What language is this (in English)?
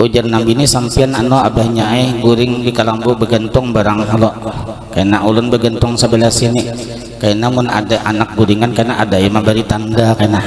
Banjar